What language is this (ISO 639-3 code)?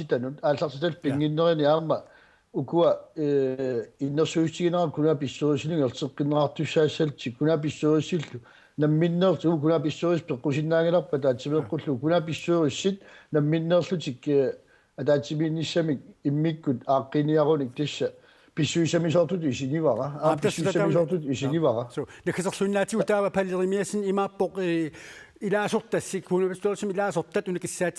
kal